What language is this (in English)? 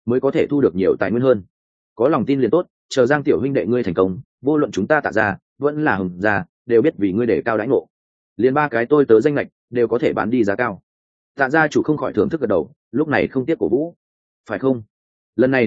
Vietnamese